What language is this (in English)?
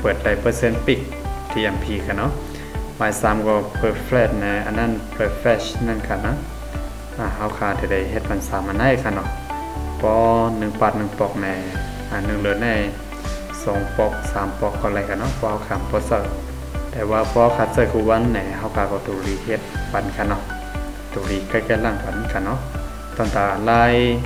Shan